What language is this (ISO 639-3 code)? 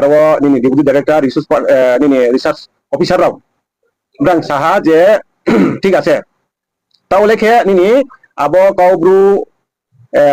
ria